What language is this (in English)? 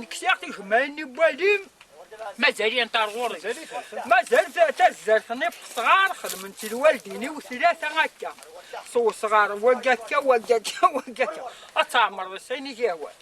Kabyle